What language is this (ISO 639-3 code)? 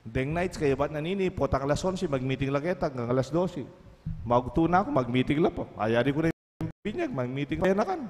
pam